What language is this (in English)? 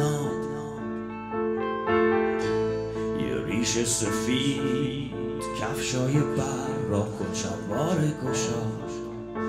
Persian